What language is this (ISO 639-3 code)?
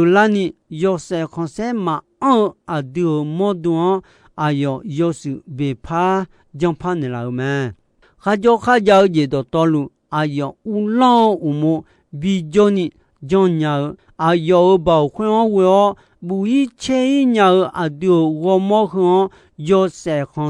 ahk